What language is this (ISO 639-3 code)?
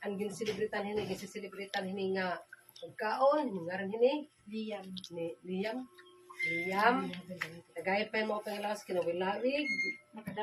war